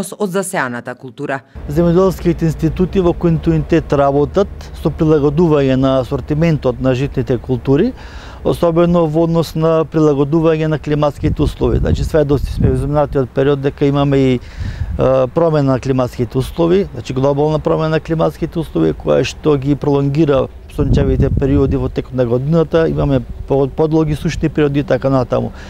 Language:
Macedonian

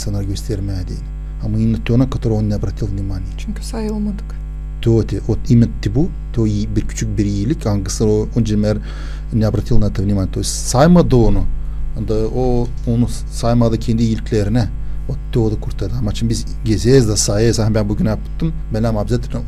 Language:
Gagauz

